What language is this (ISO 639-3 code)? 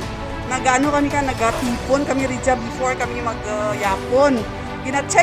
krj